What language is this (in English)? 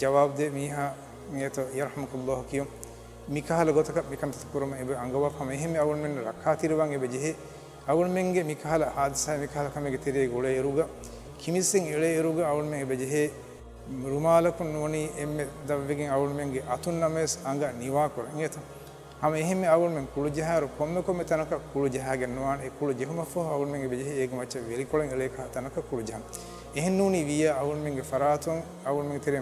Divehi